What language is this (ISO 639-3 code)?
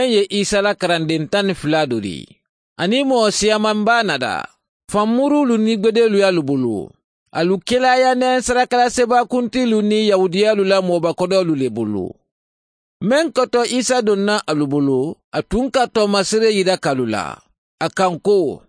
man